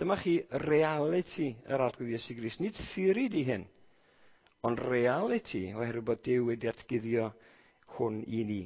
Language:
Welsh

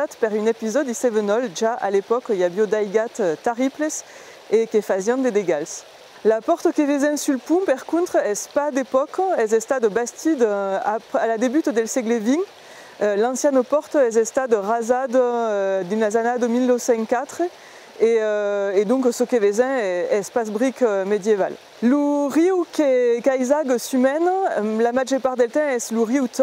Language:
Occitan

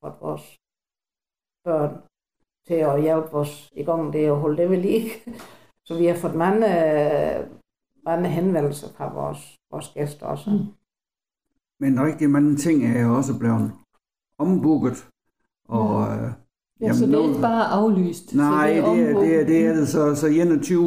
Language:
Danish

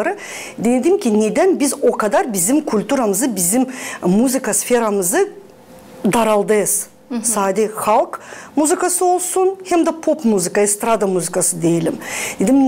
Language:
Gagauz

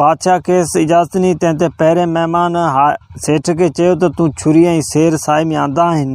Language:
Sindhi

